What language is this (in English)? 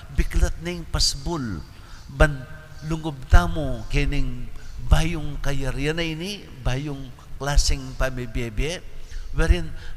Pampanga